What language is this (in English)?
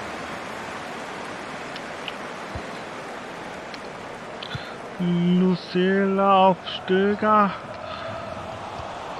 German